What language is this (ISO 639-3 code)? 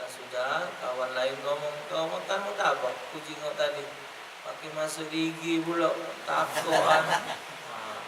mui